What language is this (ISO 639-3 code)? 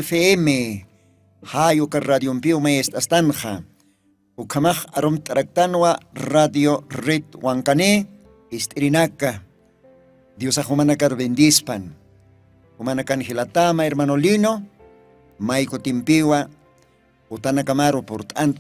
aym